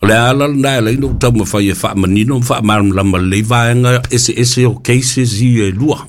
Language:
Samoan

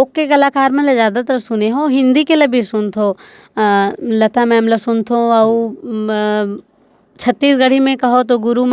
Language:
Chhattisgarhi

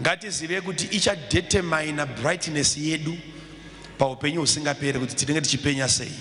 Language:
Shona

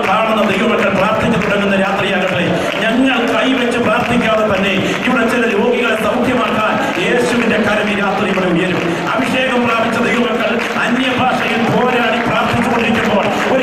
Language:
Malayalam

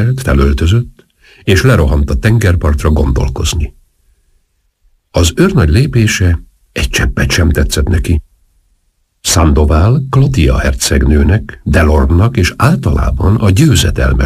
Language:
Hungarian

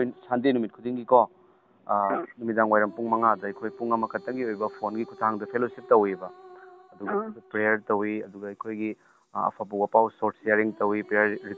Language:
Manipuri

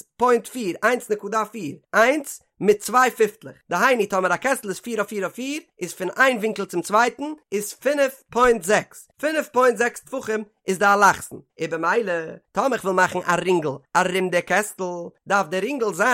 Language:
Yiddish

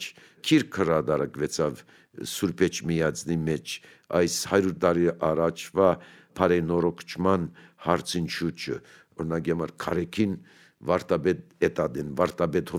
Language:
Armenian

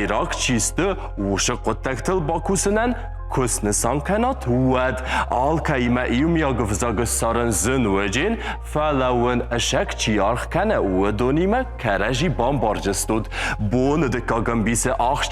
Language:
Ossetic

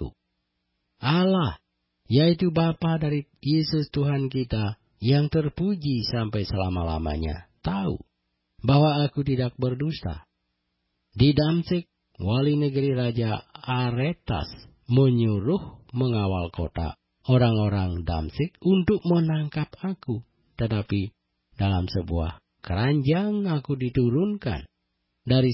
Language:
Indonesian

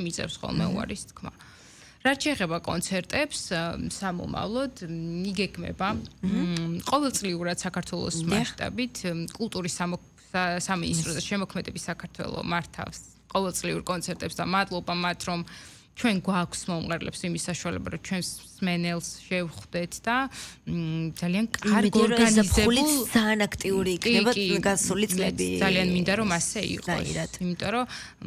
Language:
Georgian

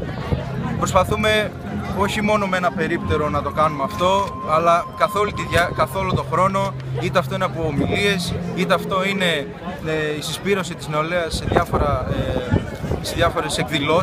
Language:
Greek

